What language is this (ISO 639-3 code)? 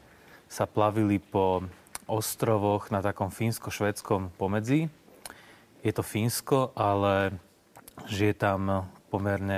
slk